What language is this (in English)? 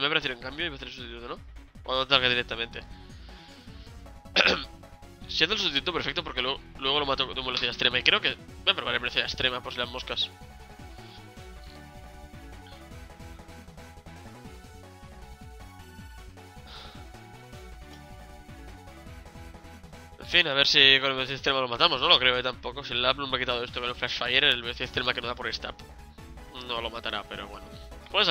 Spanish